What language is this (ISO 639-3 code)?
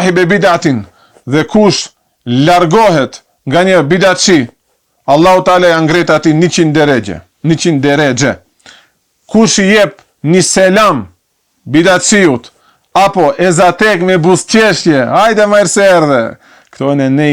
sqi